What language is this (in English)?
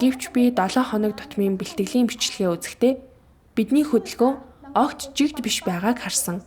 Mongolian